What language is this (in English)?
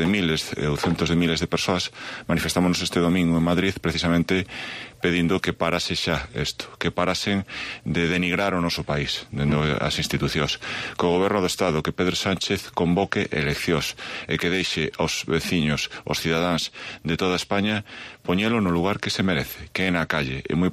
Galician